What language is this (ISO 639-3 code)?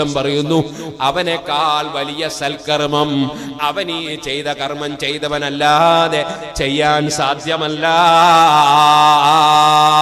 mal